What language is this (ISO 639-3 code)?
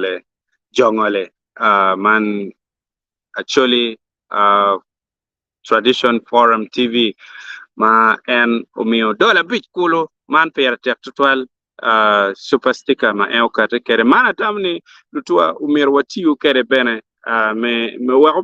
ach